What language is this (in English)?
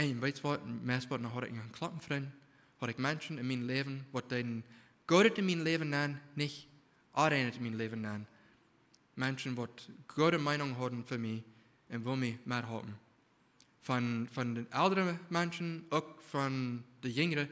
Plautdietsch